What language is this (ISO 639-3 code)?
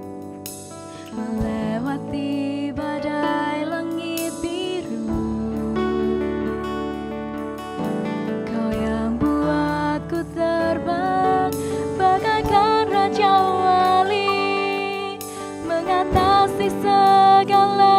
ind